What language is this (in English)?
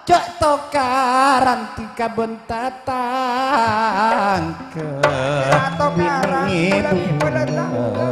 Madurese